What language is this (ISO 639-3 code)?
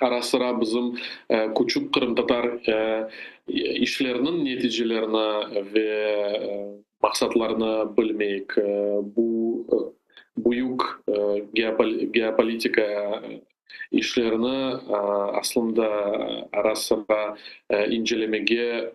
crh